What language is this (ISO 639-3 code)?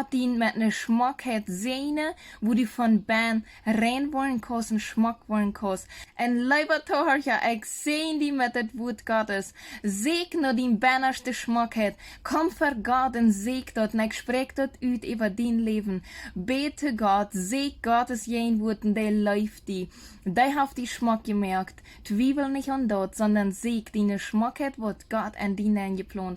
pdt